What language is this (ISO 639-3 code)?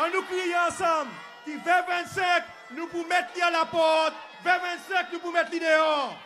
crs